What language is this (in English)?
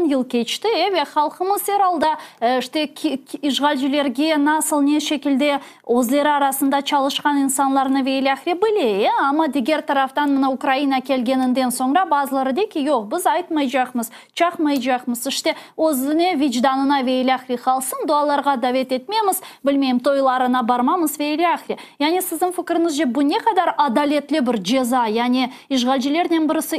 Crimean Tatar